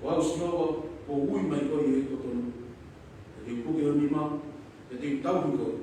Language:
Tongan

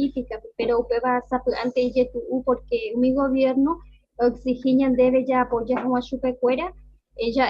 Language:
Guarani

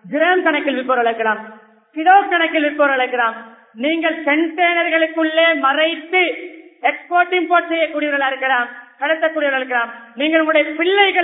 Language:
Tamil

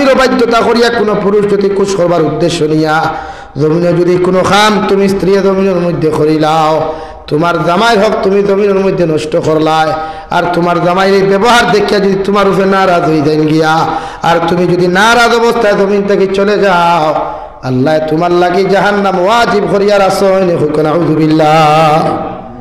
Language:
Sylheti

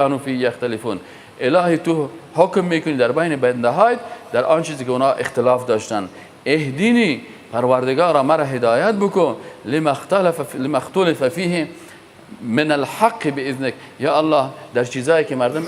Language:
Persian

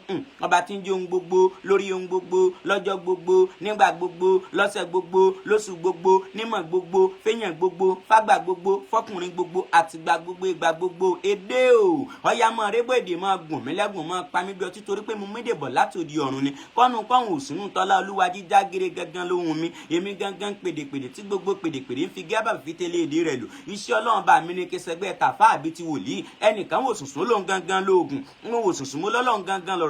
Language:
Yoruba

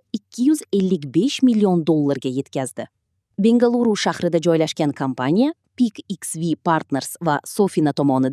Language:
Uzbek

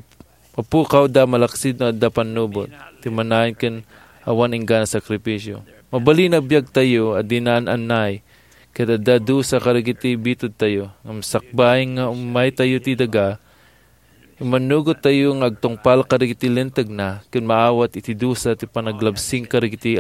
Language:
Iloko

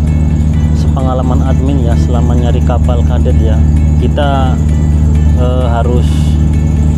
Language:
Indonesian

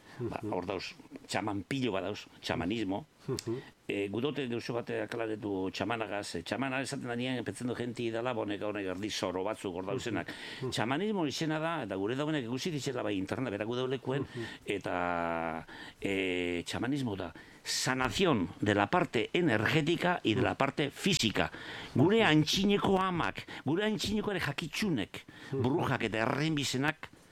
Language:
Basque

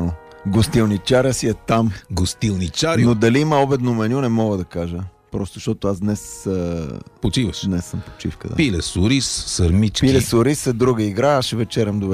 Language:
Bulgarian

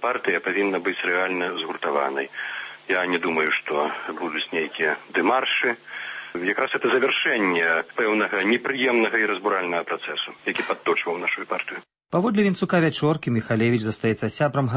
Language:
Belarusian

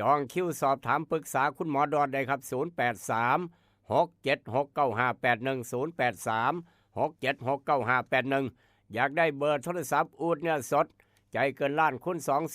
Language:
Northeastern Thai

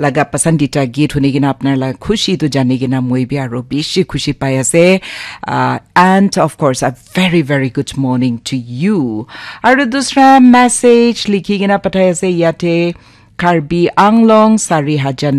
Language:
Naga Pidgin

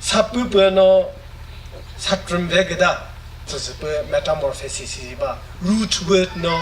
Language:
Chokri Naga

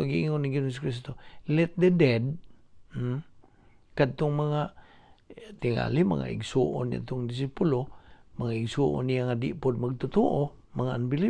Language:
Cebuano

